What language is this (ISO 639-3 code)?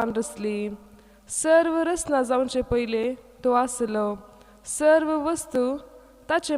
kok